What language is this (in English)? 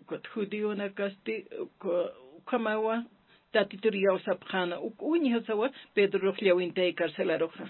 Aymara